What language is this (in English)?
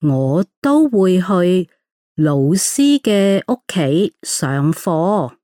Cantonese